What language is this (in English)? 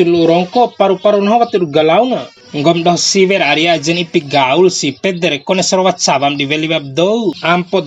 Bima